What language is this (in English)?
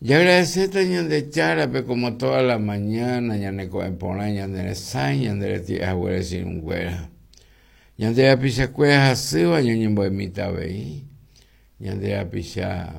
Guarani